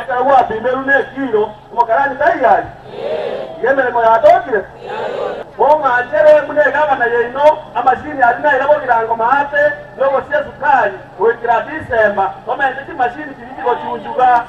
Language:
Gusii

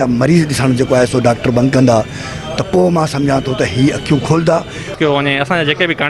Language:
Sindhi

